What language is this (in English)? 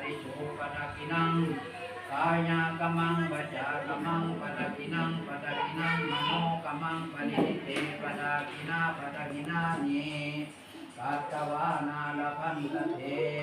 Pali